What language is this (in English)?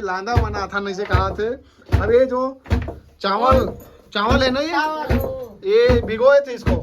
Chhattisgarhi